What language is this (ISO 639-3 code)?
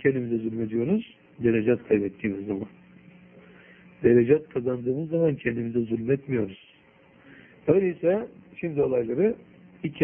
tur